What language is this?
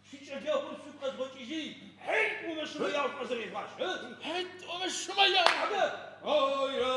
Adyghe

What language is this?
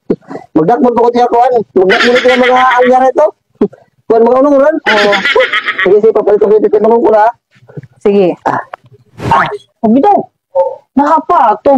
Waray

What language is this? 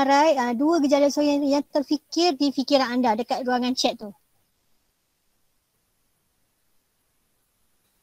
Malay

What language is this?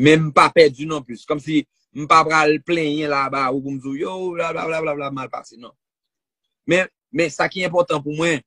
Haitian Creole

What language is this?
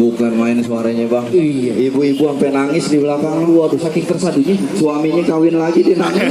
Betawi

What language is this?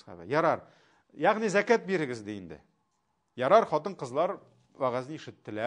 Tatar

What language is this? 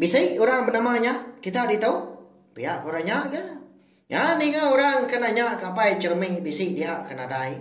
Iban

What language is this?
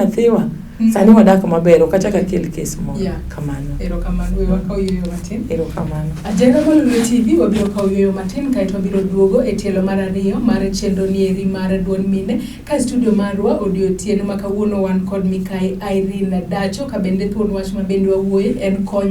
Luo (Kenya and Tanzania)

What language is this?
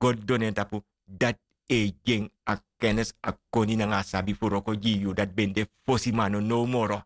Sranan Tongo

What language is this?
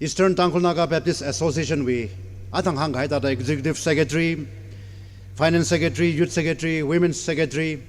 Tangkhul Naga (India)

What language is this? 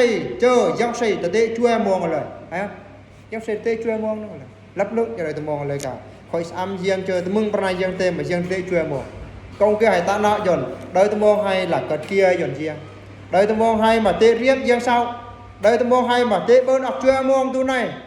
Eastern Bru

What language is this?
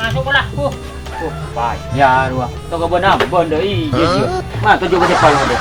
Madurese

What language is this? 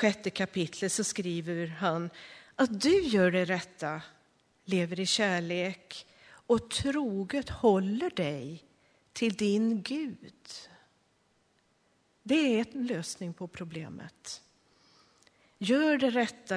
Swedish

